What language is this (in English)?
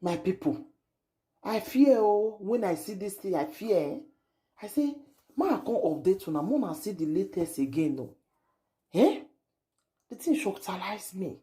Nigerian Pidgin